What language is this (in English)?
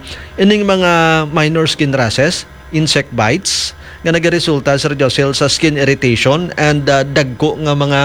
Hiligaynon